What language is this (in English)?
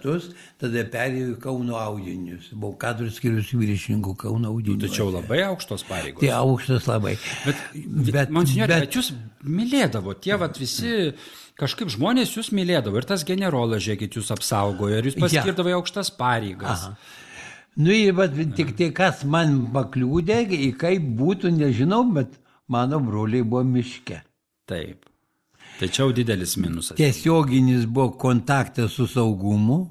Lithuanian